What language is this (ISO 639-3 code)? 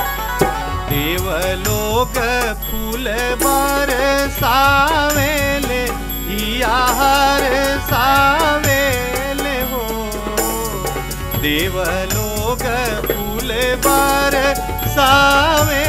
bho